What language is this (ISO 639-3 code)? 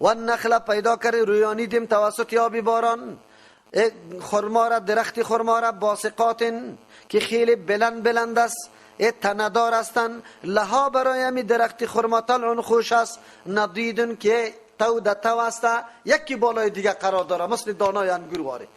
fas